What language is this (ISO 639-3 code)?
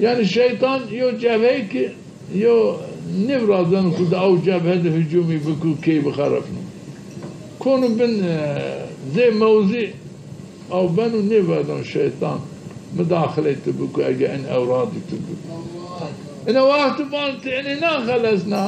zza